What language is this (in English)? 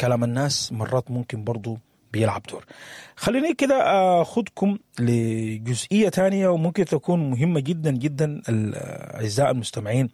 Sudanese Arabic